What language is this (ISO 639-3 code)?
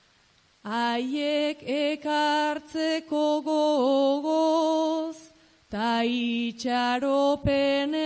eus